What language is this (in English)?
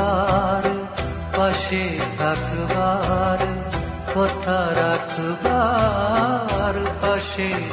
Bangla